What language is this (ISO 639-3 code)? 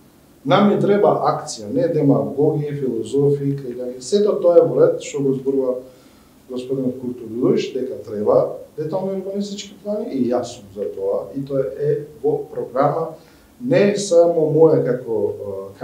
mkd